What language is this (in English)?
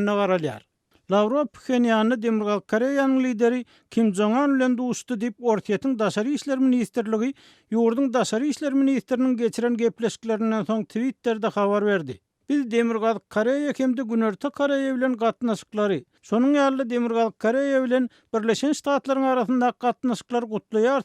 Turkmen